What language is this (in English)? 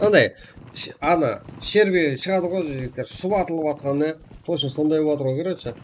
Kara-Kalpak